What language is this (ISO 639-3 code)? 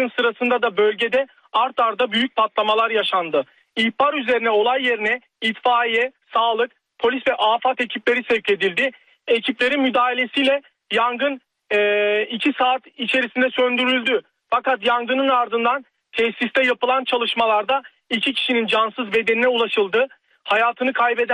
tur